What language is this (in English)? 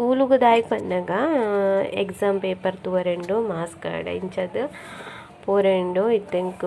Tulu